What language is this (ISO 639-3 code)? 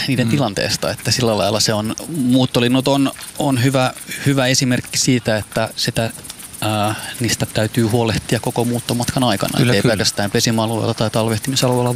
fin